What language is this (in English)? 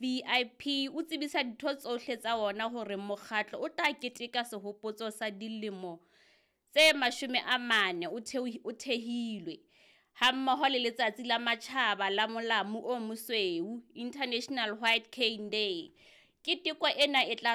Southern Sotho